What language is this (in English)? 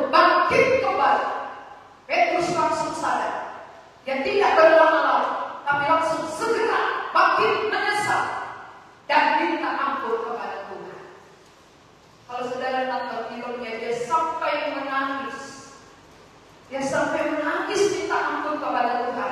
Indonesian